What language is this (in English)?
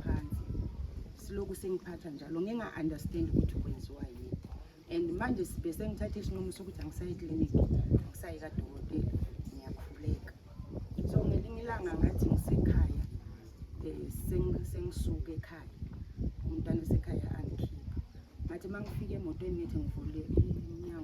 Zulu